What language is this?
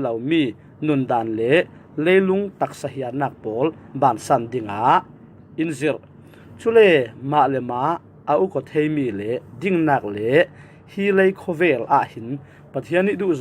Falam Chin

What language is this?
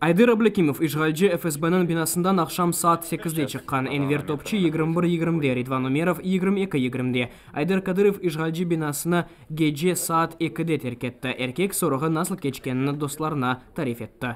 Crimean Tatar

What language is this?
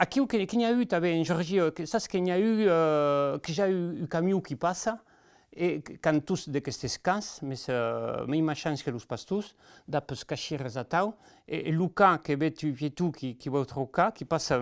Occitan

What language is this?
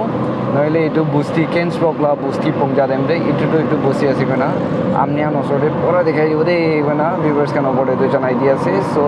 Naga Pidgin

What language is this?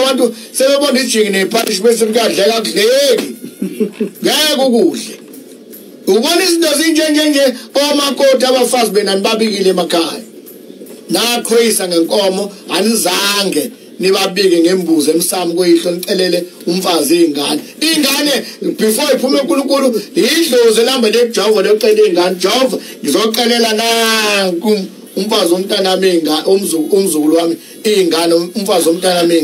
Zulu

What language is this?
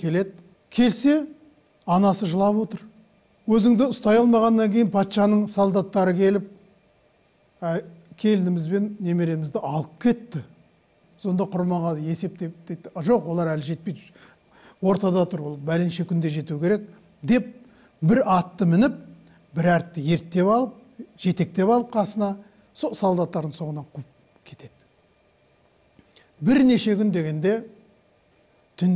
Kazakh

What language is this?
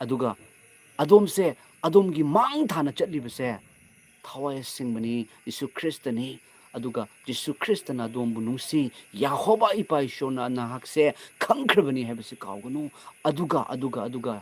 Manipuri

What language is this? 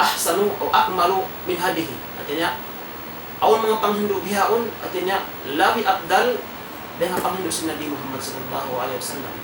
Tausug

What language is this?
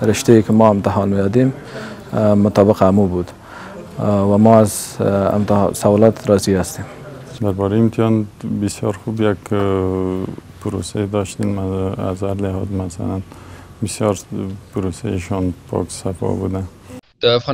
Pashto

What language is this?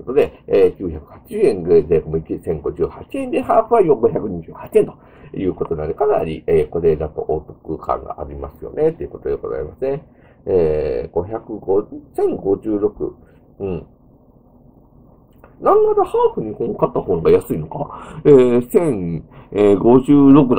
Japanese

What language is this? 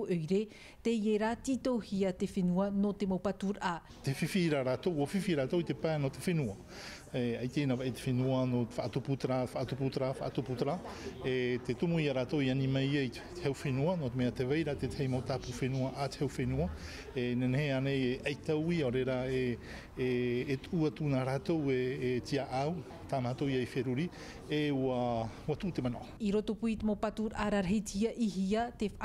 Tahitian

